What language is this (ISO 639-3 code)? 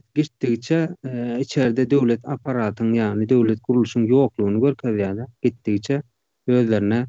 tuk